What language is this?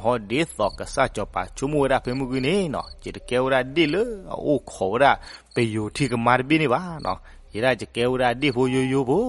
S'gaw Karen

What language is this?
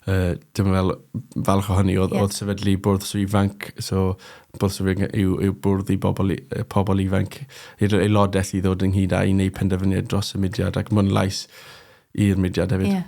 Welsh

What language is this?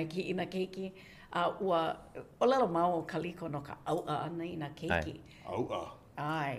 Hawaiian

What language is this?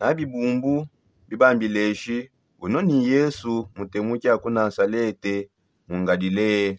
Songe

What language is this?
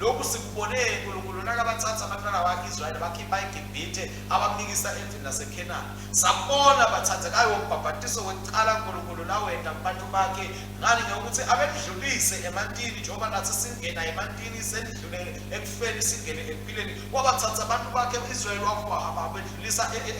Swati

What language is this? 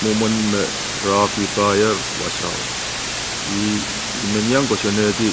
Pohnpeian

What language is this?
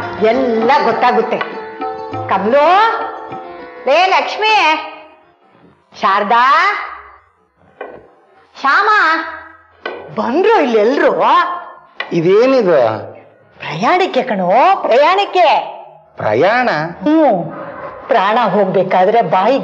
Kannada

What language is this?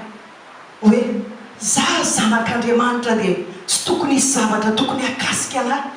Malagasy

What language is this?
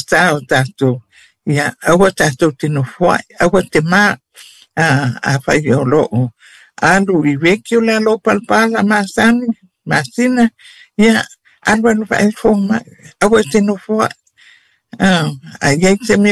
Samoan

